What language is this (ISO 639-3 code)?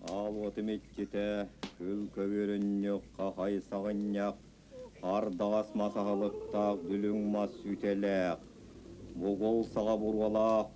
sah